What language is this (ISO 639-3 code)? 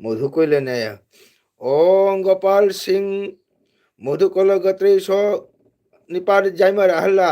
mni